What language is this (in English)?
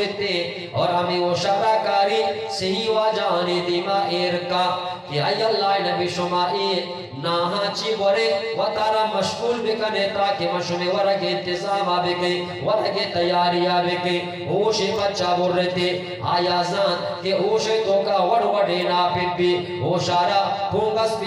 Eastern Balochi